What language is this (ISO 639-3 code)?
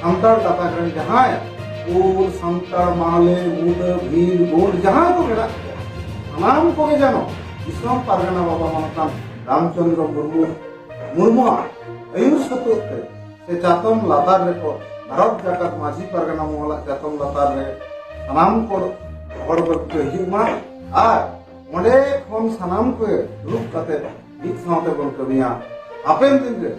sat